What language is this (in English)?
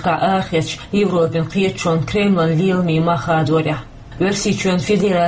Chechen